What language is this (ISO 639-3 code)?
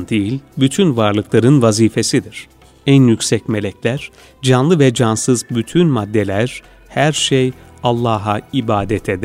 tur